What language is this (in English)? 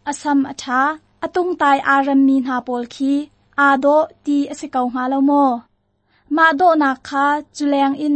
Hakha Chin